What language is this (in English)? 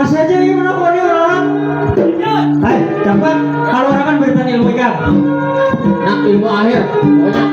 Banjar